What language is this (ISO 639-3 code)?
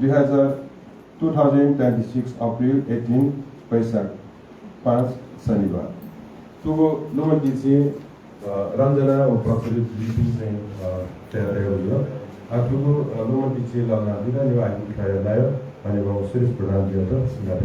new